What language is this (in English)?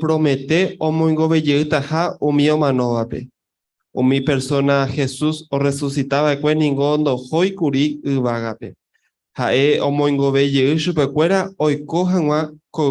Guarani